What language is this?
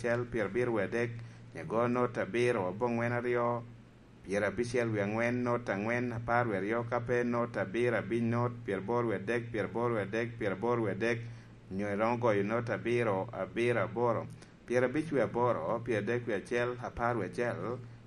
Lango (Uganda)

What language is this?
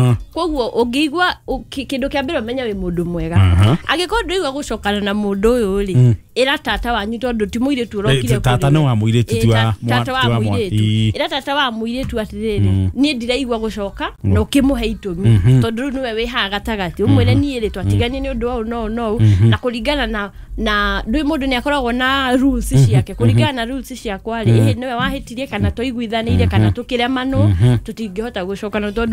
Kikuyu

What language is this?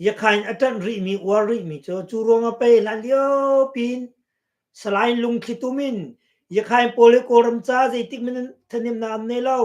Hakha Chin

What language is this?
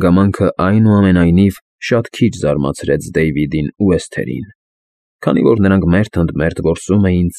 Armenian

